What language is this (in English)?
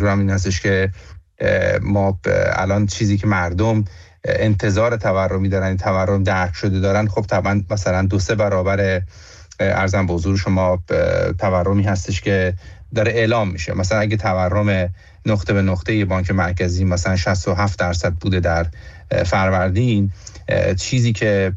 Persian